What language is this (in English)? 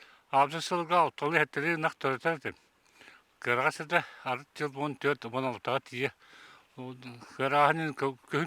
Yakut